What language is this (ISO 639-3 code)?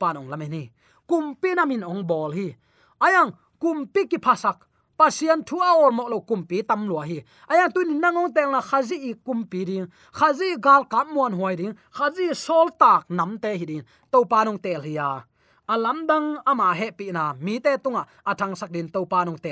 ctd